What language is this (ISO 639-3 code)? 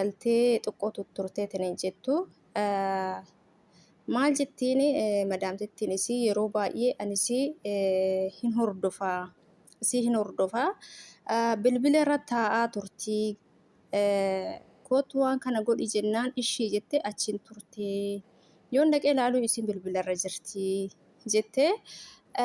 orm